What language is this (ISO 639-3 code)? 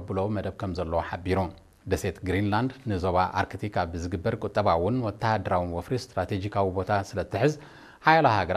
tir